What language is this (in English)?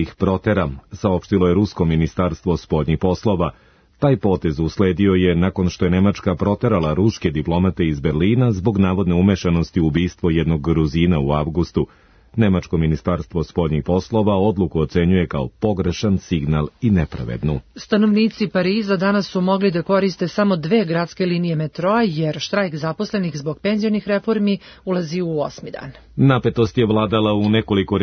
Serbian